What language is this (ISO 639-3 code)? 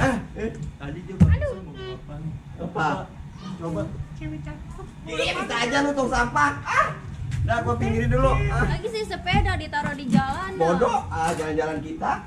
bew